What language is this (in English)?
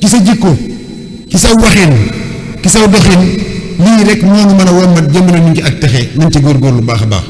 Wolof